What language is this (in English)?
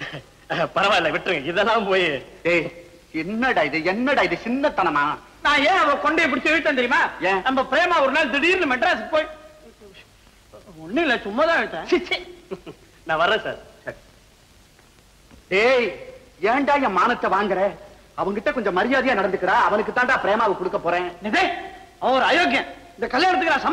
Tamil